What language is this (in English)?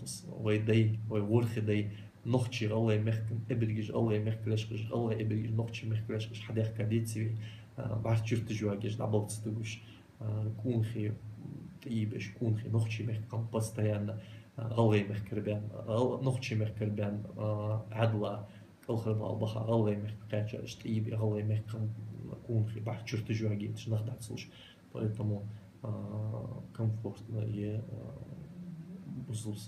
Ingush